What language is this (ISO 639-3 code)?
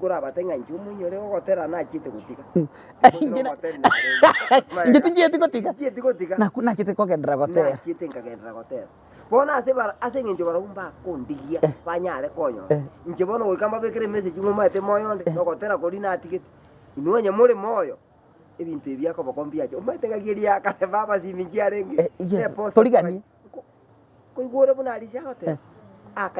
guz